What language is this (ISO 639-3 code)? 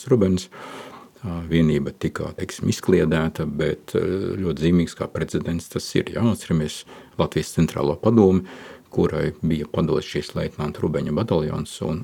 lav